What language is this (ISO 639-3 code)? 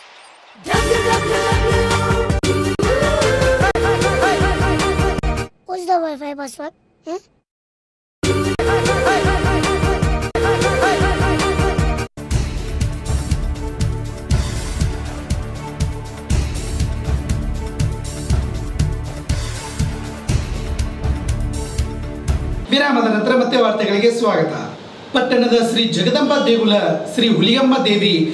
kan